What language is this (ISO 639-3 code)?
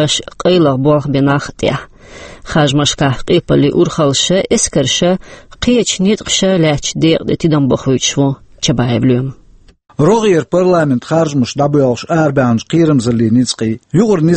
che